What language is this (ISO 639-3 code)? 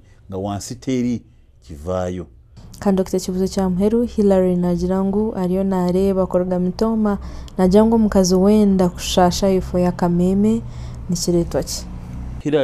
nyn